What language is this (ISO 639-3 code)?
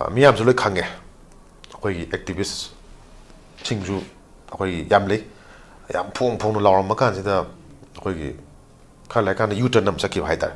mni